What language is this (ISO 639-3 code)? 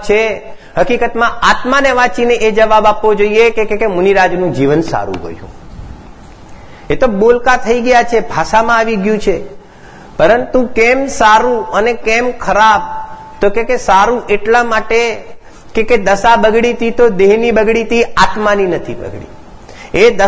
guj